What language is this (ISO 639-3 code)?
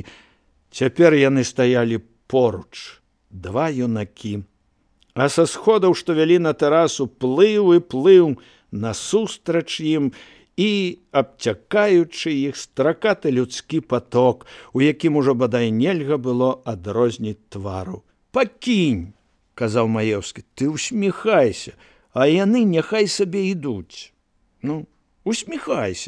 bel